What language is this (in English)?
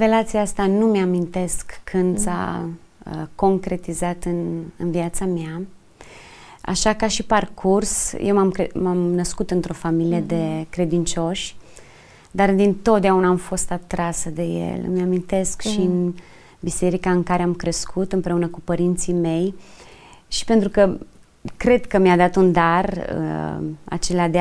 Romanian